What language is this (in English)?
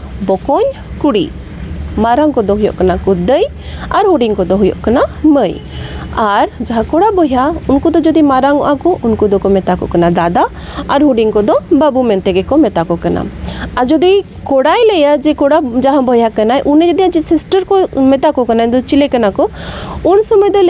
Santali